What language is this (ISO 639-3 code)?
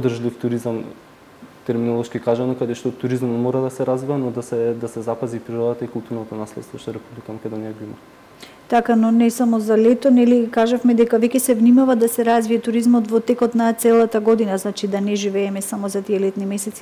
mkd